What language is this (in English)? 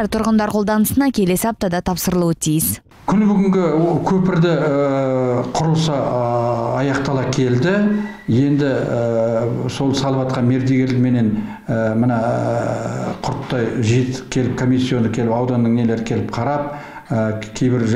Kazakh